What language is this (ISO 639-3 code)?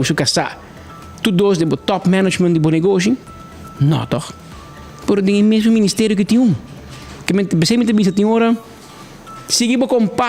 pap